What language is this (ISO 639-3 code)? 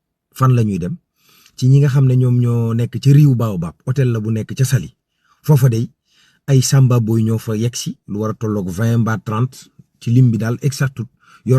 wol